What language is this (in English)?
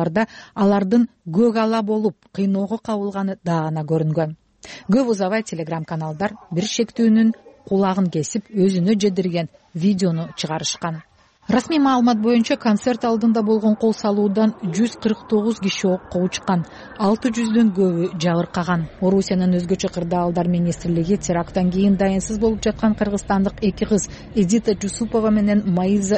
Kyrgyz